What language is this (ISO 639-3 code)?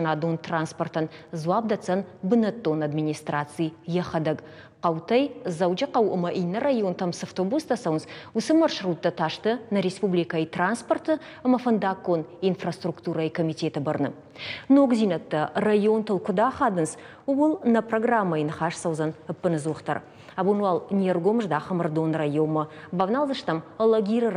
oss